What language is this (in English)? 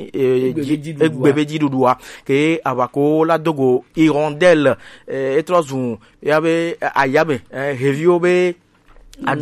Gen